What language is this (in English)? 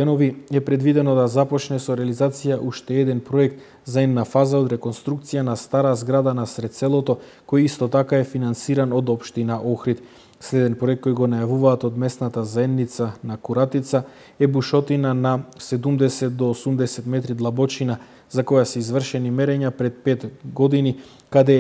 Macedonian